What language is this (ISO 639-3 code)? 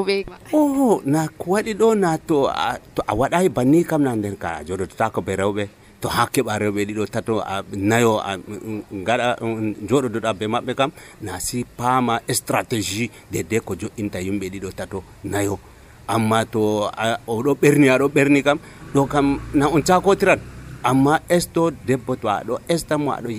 fuv